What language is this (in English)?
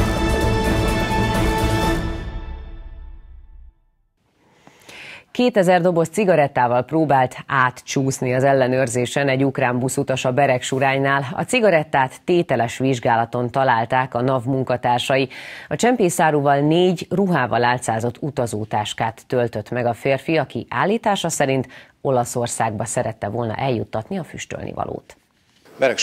Hungarian